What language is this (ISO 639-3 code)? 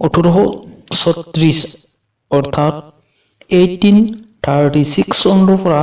asm